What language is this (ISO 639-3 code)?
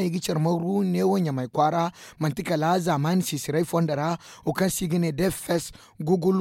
dje